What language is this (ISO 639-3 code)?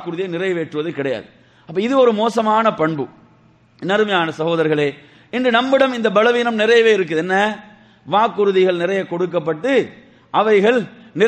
tam